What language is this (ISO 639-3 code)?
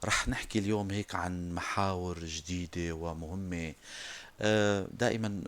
apc